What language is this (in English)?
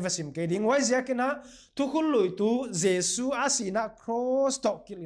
Paite Chin